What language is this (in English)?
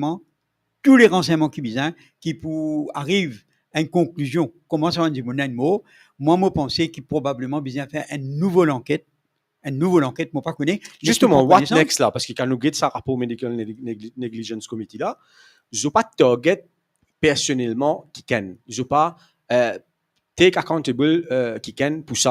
Morisyen